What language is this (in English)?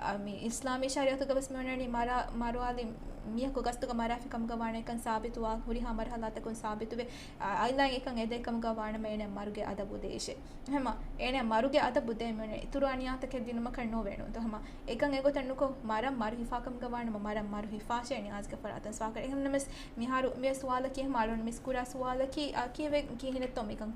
Divehi